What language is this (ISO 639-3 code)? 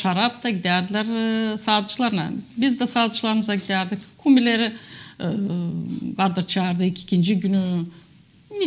gag